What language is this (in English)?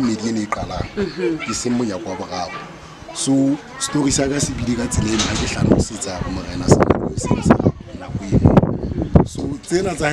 Southern Sotho